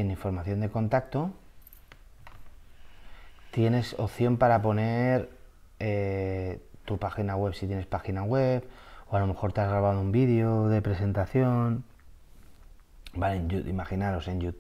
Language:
Spanish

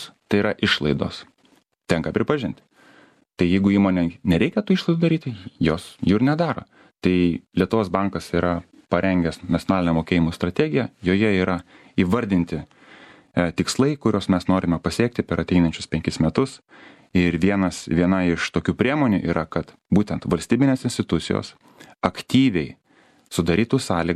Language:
Lithuanian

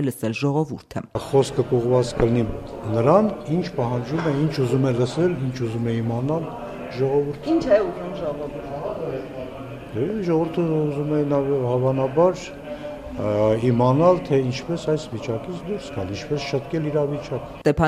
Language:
Armenian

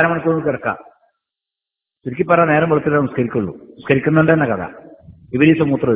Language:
Malayalam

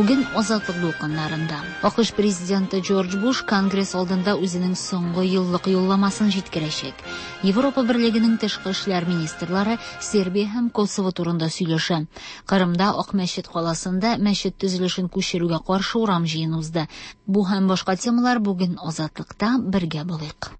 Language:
Tatar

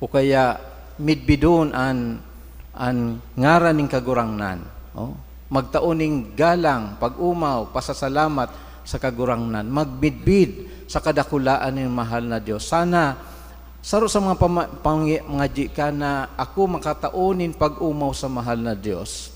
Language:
Bikol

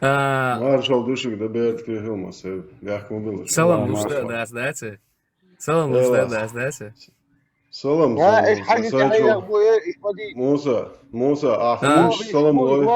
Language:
Chechen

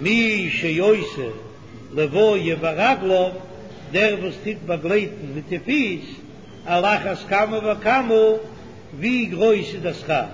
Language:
Yiddish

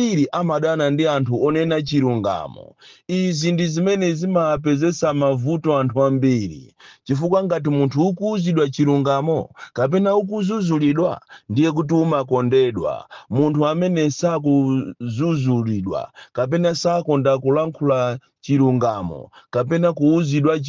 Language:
Nyanja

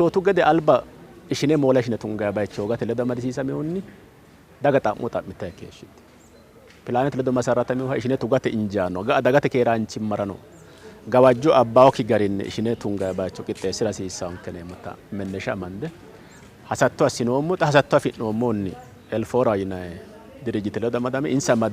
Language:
Sidamo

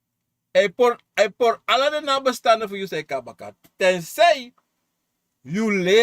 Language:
Sranan Tongo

